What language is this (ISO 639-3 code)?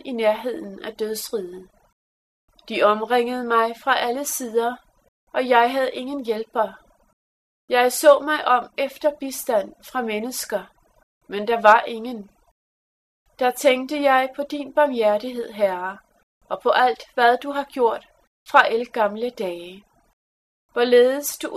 dan